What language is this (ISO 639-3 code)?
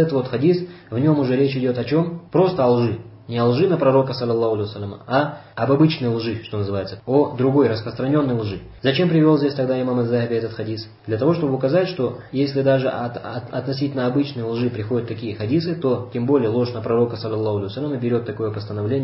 rus